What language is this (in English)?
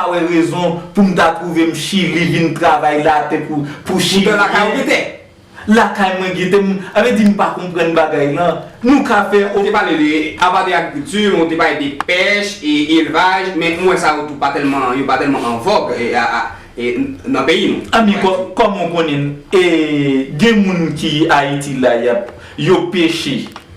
Haitian Creole